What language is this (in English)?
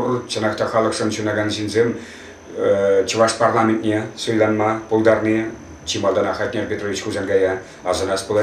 Chuvash